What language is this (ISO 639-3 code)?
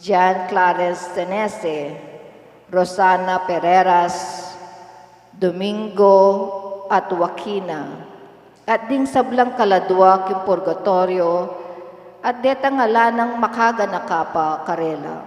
pam